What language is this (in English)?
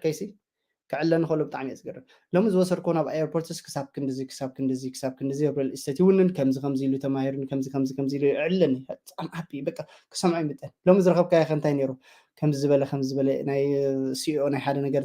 Tigrinya